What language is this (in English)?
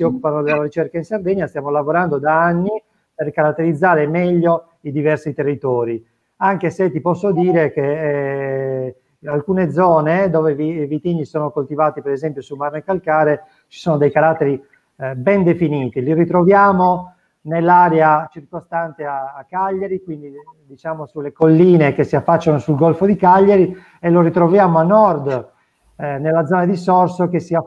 Italian